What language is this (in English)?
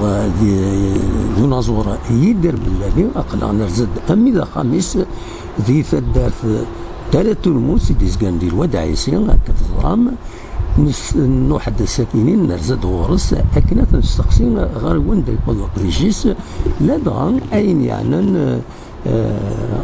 Kabyle